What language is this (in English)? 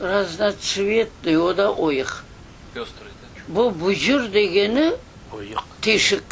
Crimean Tatar